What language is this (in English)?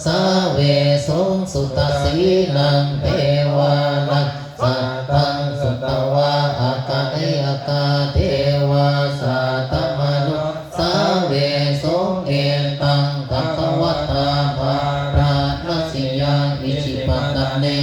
Pali